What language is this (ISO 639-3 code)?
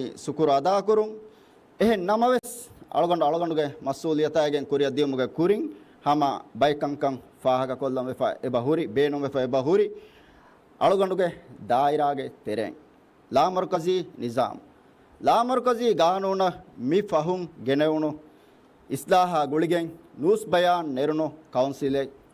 div